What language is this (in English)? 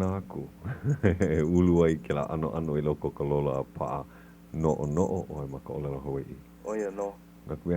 Hawaiian